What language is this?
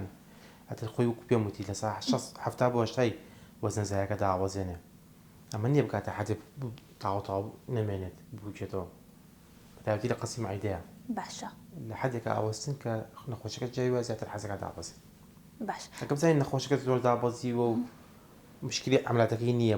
Central Kurdish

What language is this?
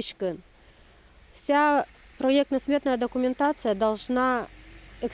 Udmurt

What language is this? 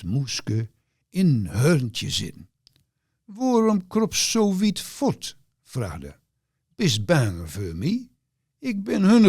Gronings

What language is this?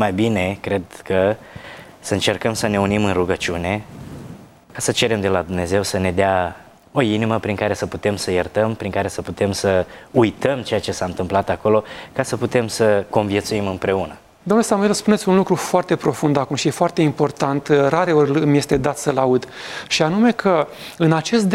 Romanian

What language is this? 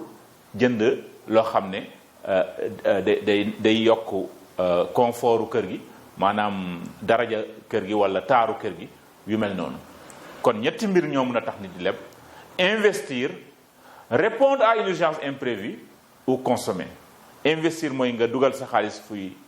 Wolof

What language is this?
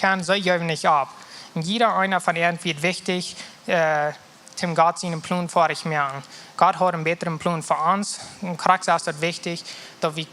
Plautdietsch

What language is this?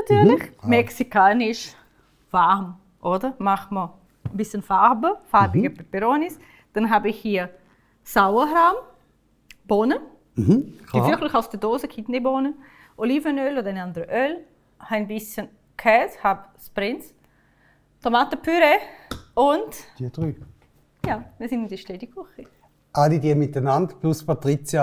Swiss German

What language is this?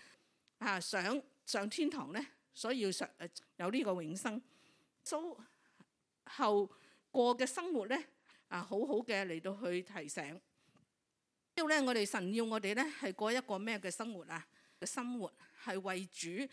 Cantonese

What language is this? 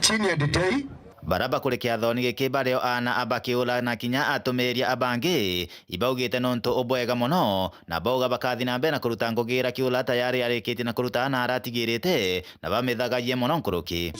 Meru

